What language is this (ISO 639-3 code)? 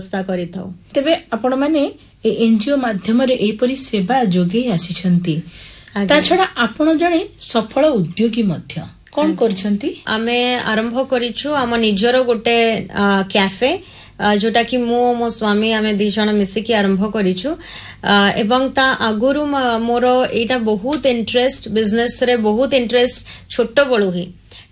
ori